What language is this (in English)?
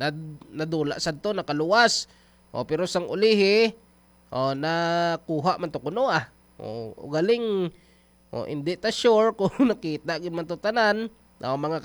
Hiligaynon